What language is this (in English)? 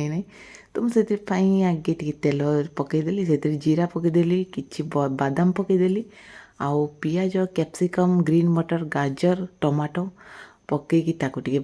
Odia